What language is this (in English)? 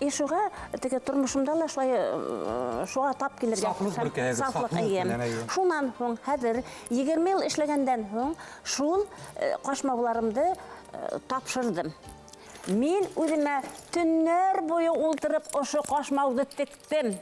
Bashkir